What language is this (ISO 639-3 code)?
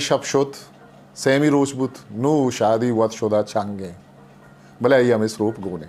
bgp